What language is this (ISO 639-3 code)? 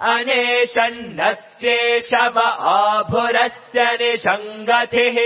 san